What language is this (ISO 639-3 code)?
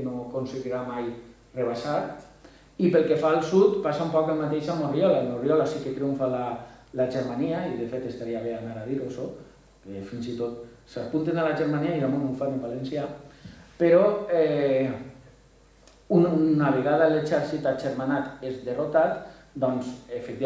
cat